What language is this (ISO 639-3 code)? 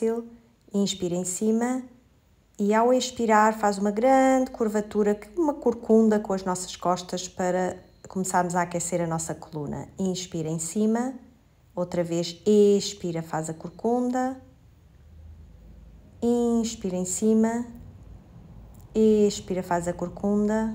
por